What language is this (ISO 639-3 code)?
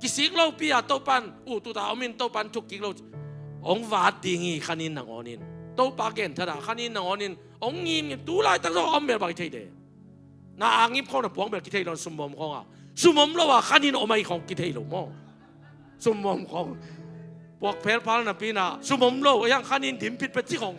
ctd